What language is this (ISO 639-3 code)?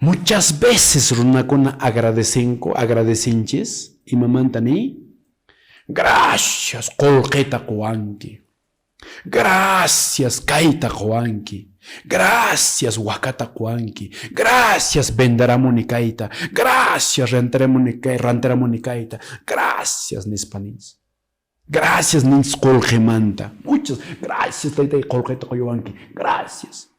que